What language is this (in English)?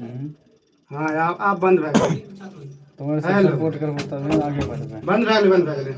Maithili